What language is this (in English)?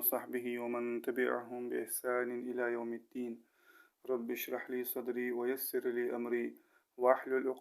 Ingush